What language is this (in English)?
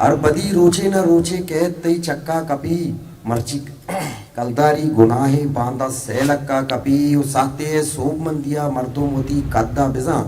Eastern Balochi